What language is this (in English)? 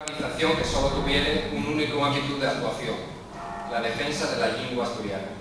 Asturian